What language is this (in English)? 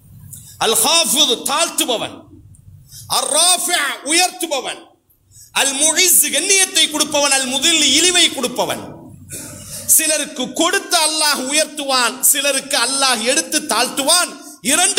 Tamil